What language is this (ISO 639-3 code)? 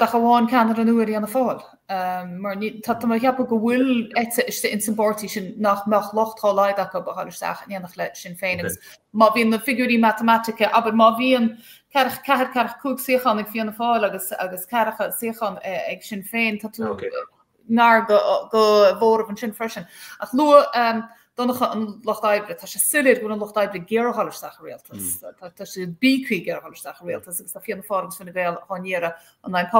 gle